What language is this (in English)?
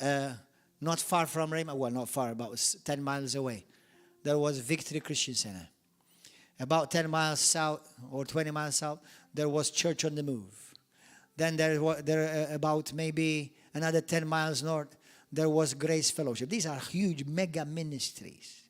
English